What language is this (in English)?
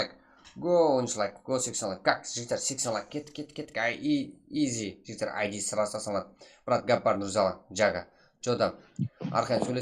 Kara-Kalpak